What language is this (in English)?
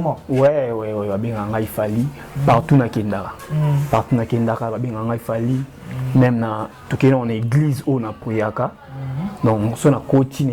Lingala